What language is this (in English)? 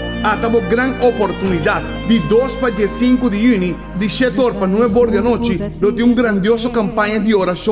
Papiamento